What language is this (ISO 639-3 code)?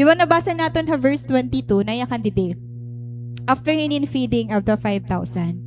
war